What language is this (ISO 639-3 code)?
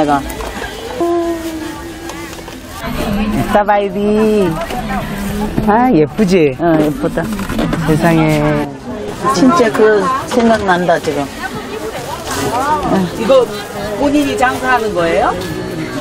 kor